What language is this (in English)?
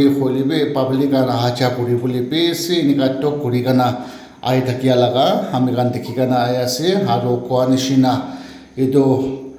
Naga Pidgin